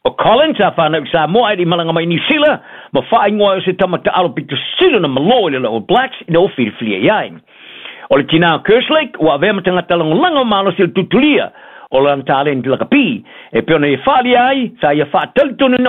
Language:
Samoan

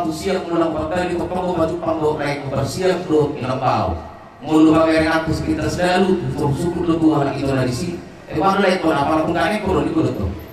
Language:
Batak Toba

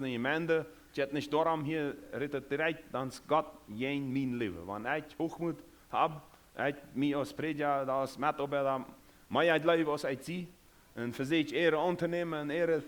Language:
Plautdietsch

